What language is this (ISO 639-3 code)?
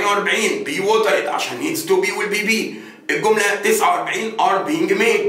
arz